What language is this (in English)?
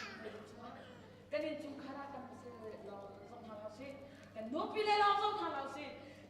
Hakha Chin